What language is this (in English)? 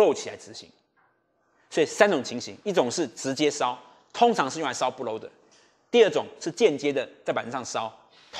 Chinese